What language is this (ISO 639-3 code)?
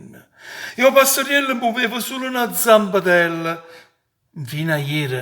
nap